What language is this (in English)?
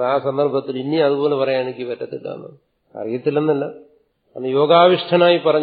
Malayalam